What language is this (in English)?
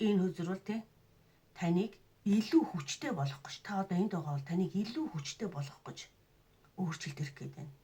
Mongolian